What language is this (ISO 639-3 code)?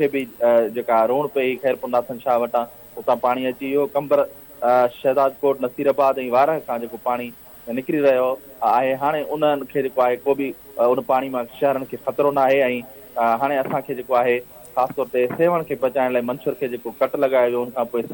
snd